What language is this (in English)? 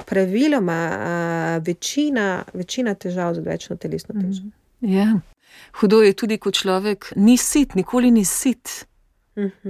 Slovenian